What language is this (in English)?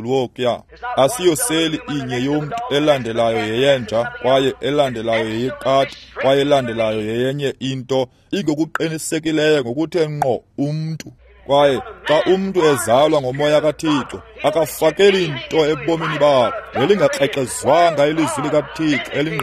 Xhosa